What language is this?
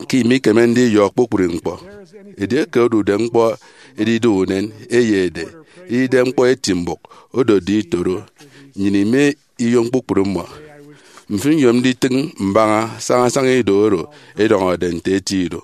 Efik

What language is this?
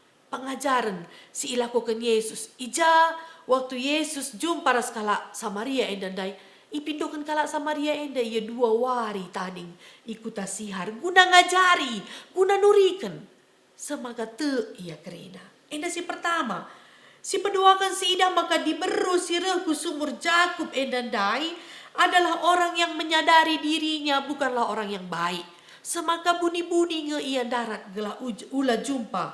Batak Karo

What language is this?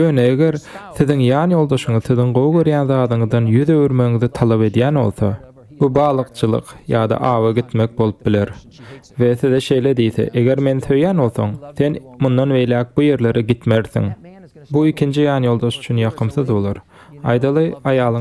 Turkmen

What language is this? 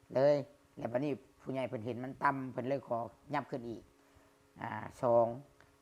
Lao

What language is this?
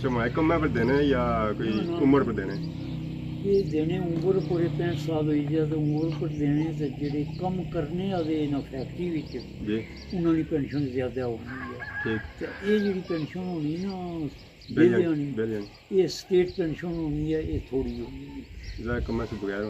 Pahari-Potwari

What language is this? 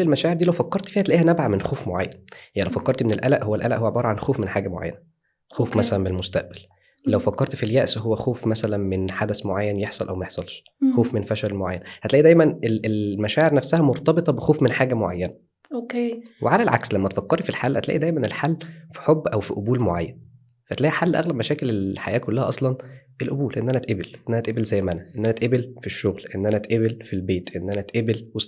Egyptian Arabic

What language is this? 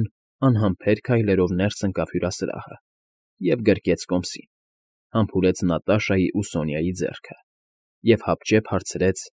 Armenian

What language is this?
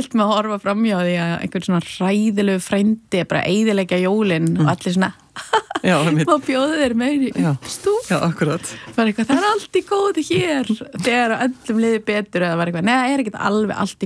Icelandic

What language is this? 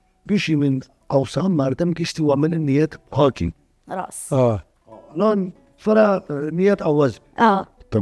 Southern Kurdish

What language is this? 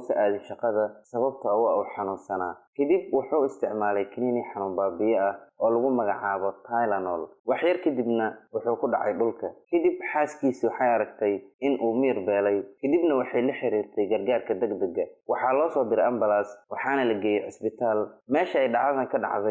Somali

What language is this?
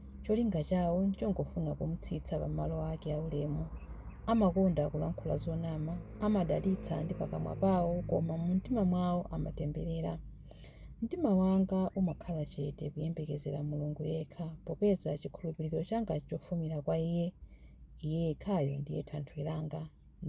Nyanja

